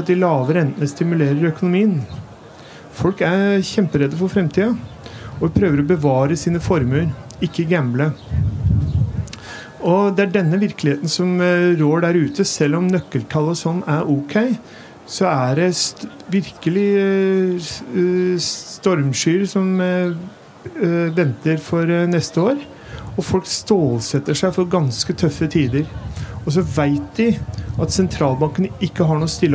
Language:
Norwegian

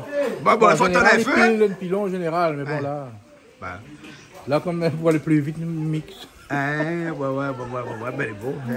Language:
Réunion Creole French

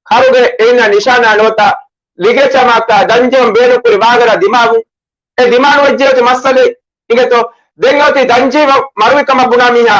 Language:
Divehi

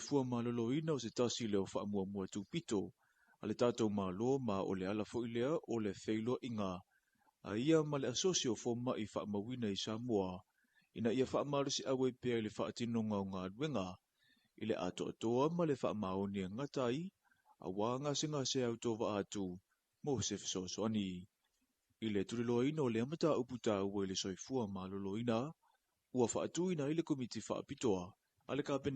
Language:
Samoan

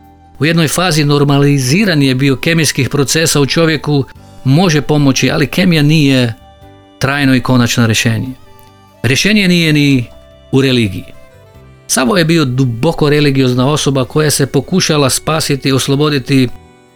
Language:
Croatian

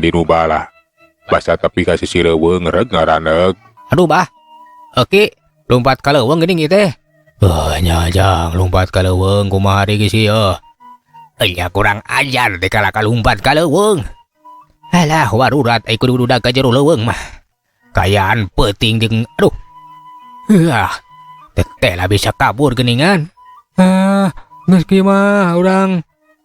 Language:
Sundanese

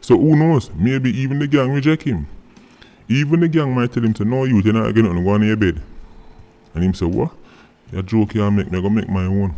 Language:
Jamaican Creole English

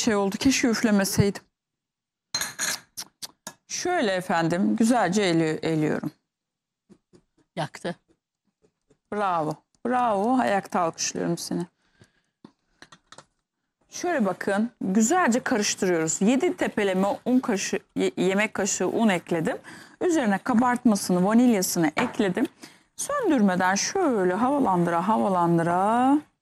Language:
Turkish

